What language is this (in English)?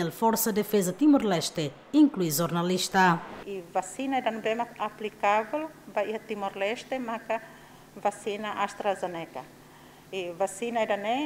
Tetum